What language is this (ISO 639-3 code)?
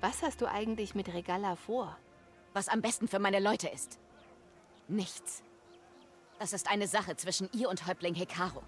bar